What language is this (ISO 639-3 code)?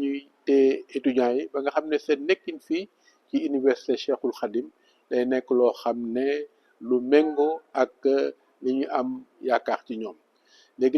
wol